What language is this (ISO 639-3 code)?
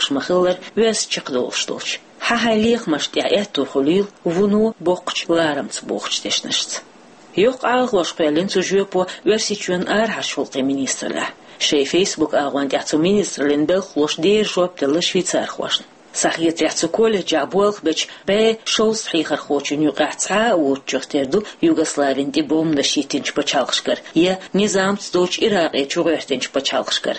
che